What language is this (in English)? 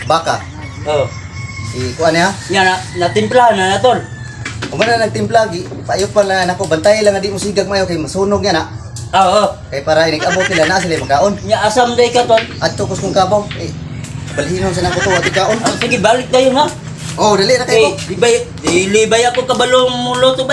Cebuano